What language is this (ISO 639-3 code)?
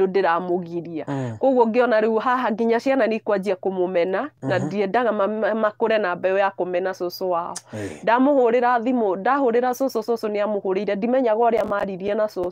kik